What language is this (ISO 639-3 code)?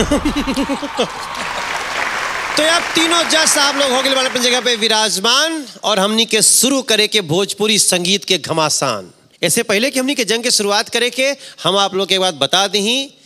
bho